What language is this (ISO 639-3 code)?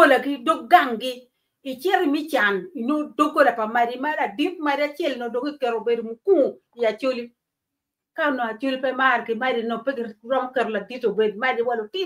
ach